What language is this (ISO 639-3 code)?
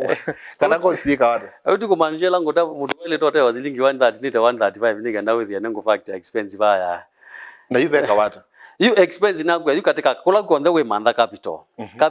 kam